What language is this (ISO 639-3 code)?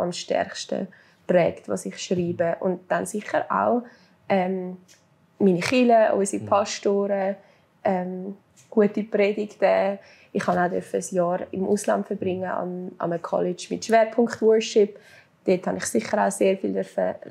gsw